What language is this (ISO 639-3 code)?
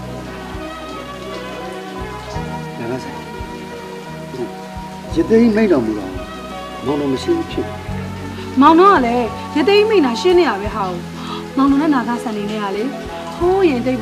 mya